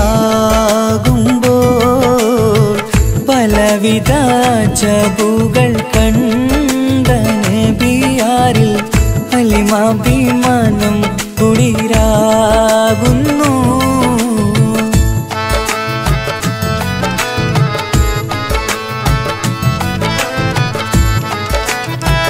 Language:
Malayalam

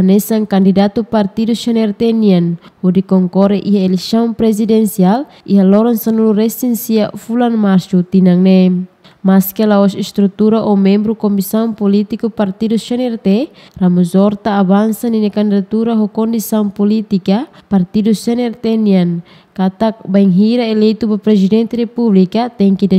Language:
Tetum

